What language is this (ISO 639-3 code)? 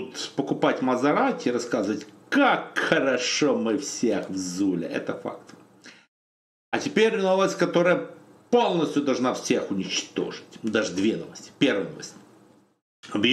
rus